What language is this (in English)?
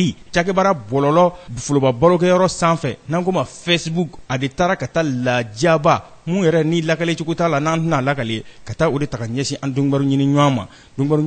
Bambara